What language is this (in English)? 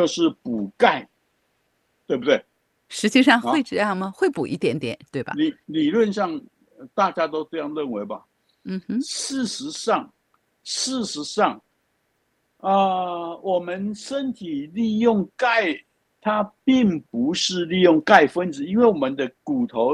Chinese